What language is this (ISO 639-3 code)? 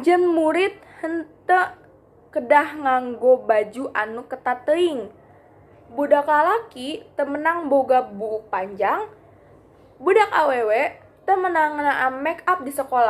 sun